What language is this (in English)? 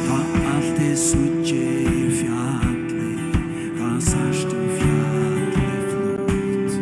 Faroese